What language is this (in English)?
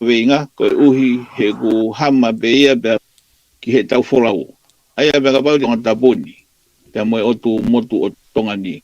Tongan